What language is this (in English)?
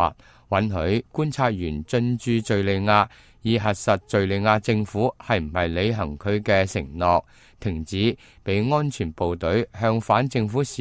Cantonese